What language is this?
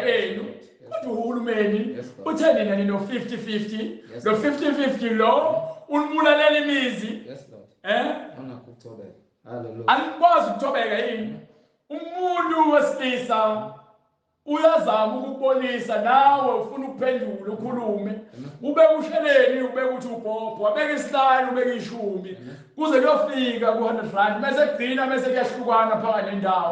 Zulu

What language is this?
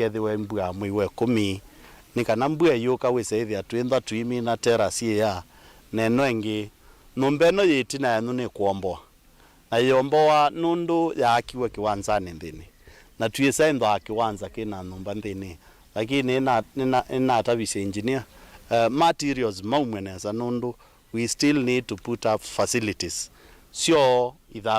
Kamba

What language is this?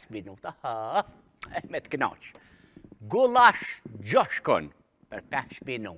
Albanian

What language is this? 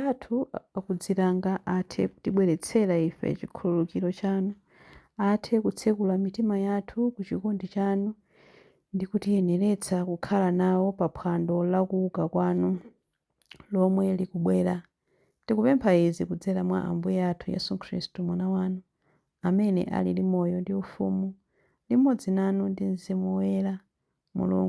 Nyanja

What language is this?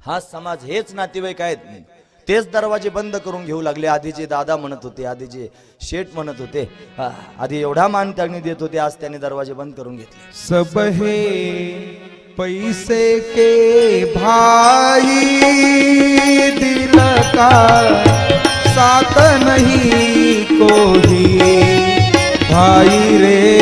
Marathi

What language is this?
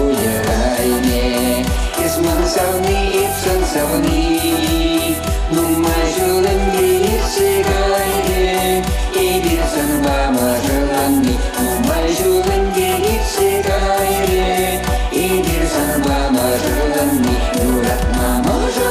Chuvash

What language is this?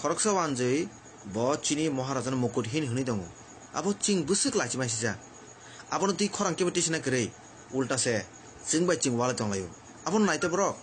Kok Borok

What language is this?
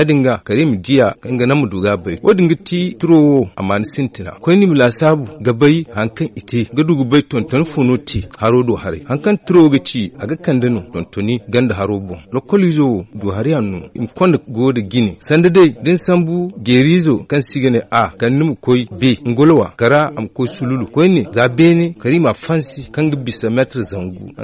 Zarma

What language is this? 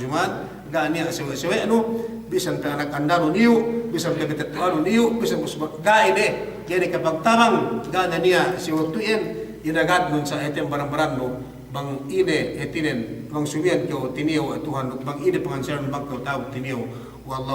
Yakan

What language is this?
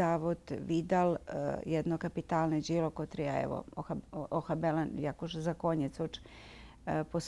Rusyn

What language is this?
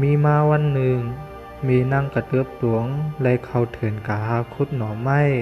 Shan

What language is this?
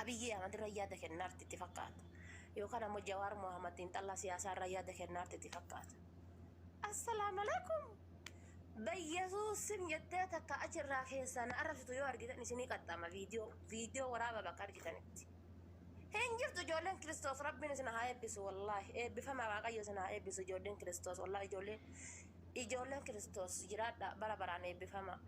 Oromo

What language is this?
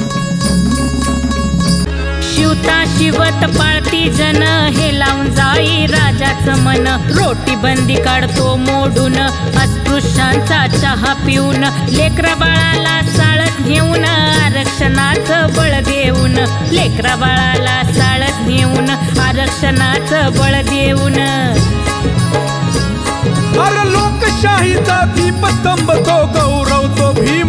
Marathi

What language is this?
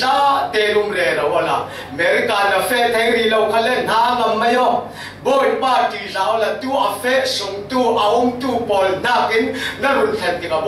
Falam Chin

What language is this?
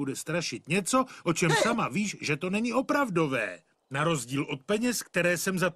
Czech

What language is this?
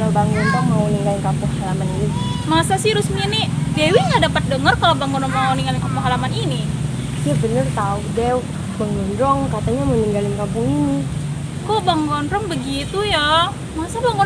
Betawi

